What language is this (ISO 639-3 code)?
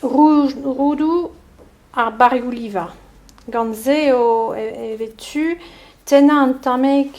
bre